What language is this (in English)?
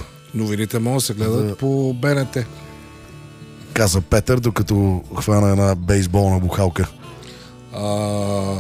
Bulgarian